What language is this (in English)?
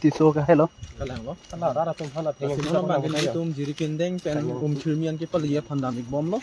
Karbi